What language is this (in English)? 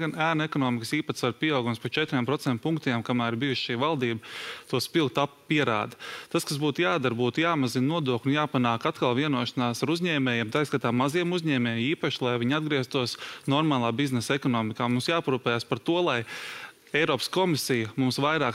Latvian